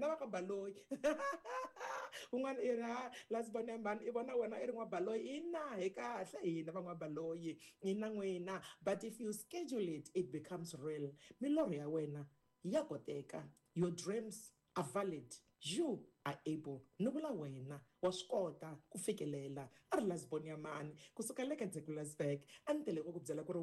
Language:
Tsonga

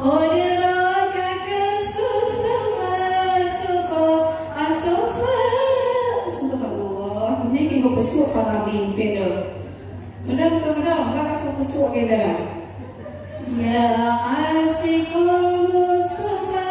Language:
Batak Alas-Kluet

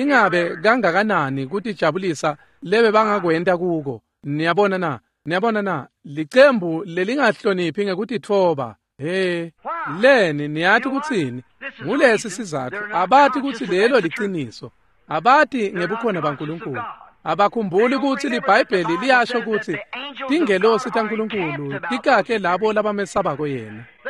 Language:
Swati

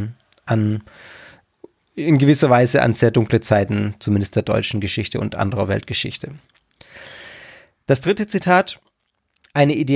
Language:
German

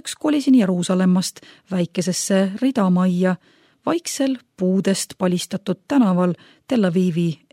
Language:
Estonian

